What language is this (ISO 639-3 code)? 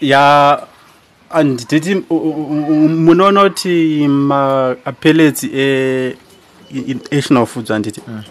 sna